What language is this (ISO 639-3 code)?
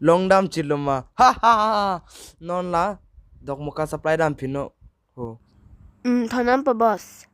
mjw